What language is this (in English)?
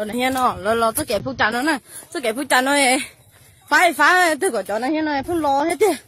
Hmong